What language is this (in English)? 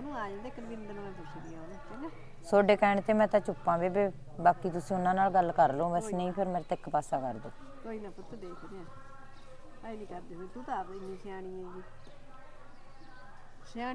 Punjabi